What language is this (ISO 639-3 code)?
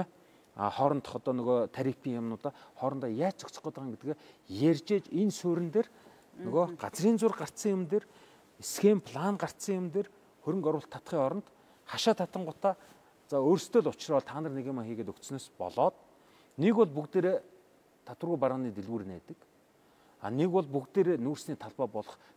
mon